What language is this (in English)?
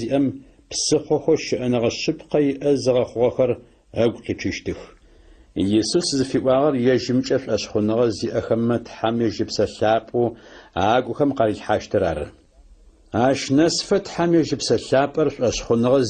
Adyghe